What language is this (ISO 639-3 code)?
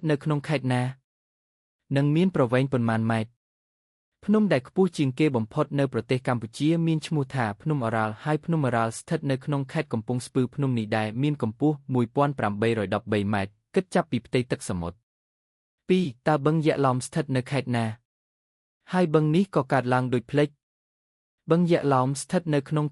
khm